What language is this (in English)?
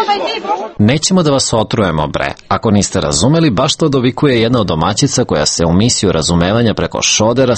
Serbian